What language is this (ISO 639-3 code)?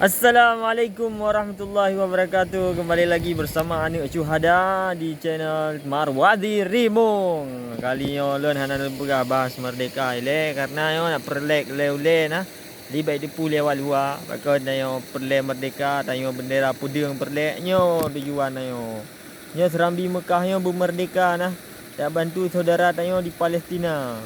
ace